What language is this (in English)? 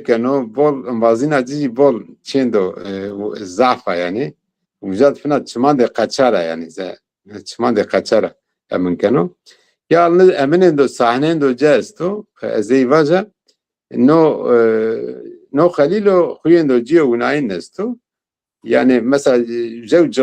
Zaza